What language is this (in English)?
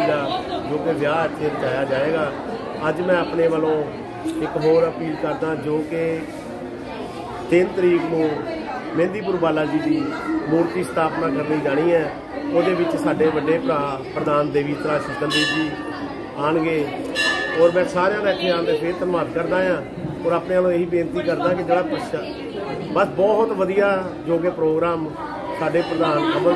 Punjabi